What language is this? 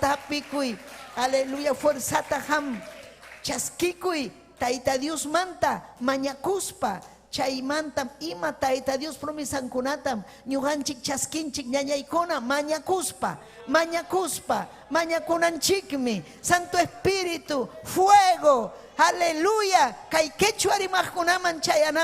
Ayacucho Quechua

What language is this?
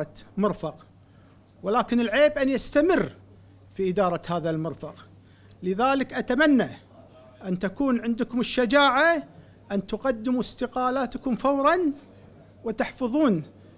Arabic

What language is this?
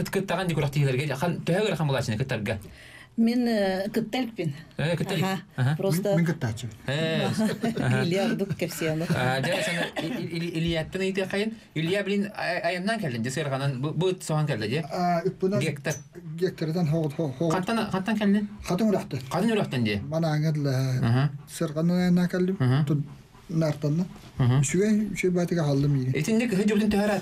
Yakut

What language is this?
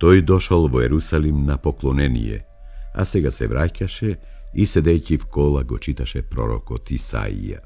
Macedonian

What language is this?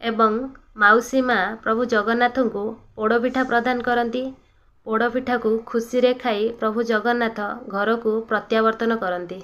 Odia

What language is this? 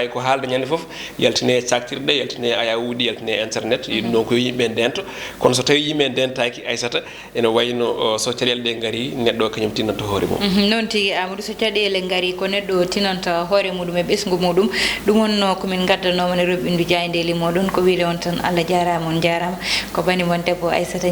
Fula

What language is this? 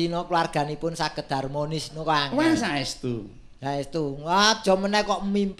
Javanese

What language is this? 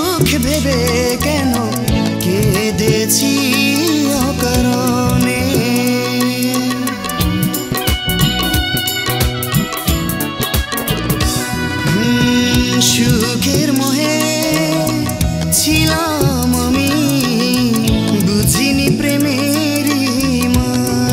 Bangla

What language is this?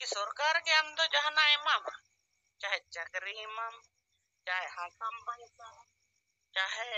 Santali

